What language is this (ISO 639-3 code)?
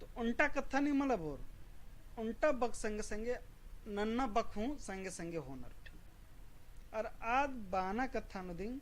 kru